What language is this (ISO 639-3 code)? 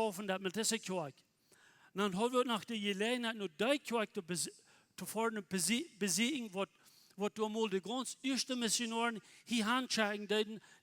pdt